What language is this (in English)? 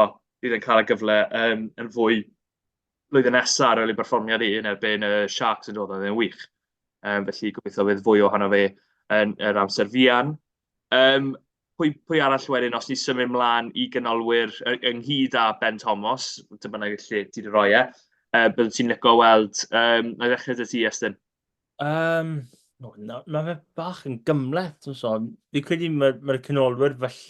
Welsh